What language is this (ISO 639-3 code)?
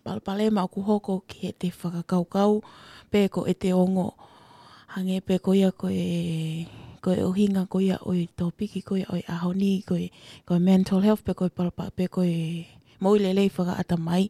ton